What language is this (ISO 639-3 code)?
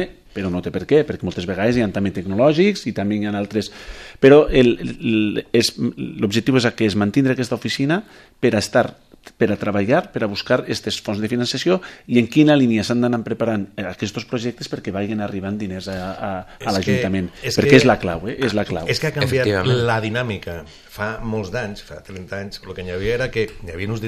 cat